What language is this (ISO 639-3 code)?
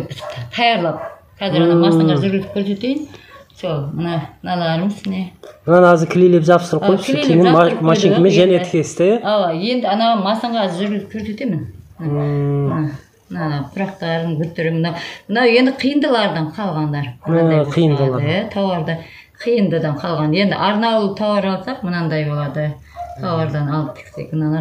kaz